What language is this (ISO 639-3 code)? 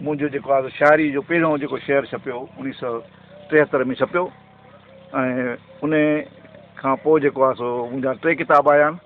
snd